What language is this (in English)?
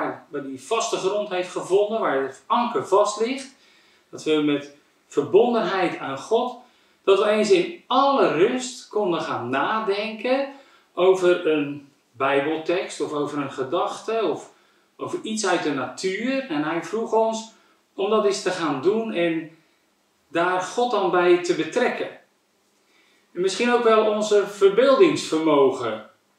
Dutch